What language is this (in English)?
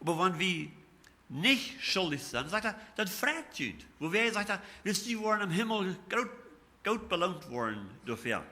Plautdietsch